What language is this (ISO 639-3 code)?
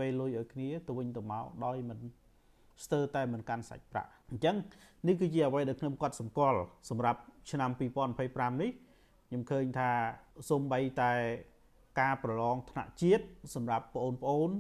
khm